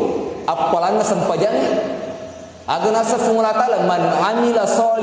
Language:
Buginese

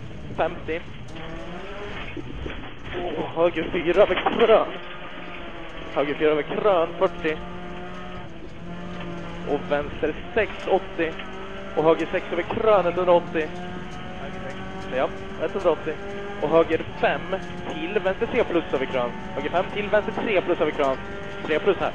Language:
Swedish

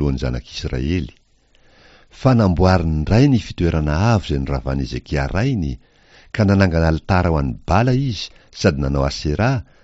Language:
Malagasy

